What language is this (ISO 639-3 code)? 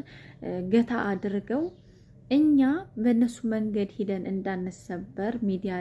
amh